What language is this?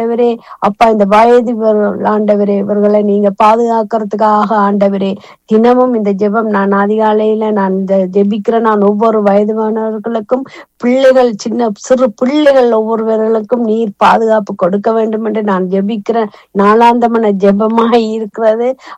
Tamil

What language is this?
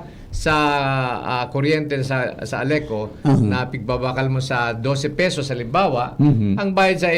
Bikol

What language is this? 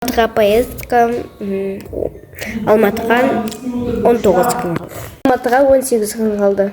Kazakh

